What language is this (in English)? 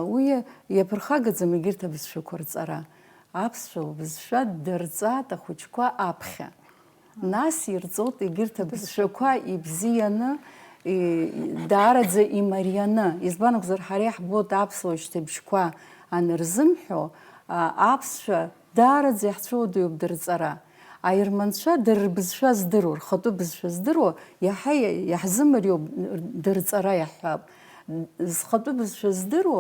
Abkhazian